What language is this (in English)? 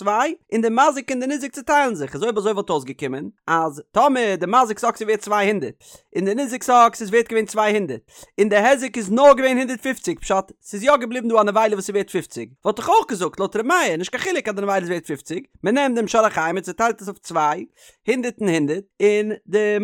Yiddish